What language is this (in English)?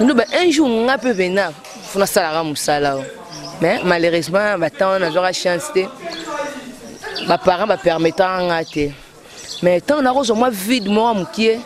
Lingala